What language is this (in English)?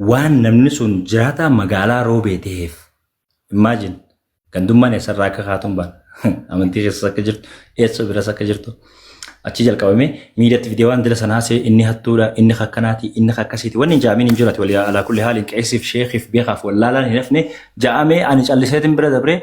Oromo